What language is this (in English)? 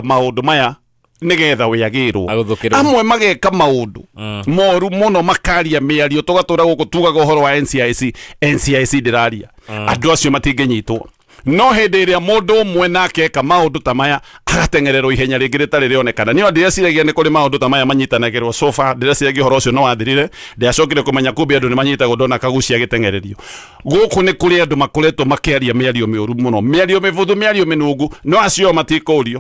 Kikuyu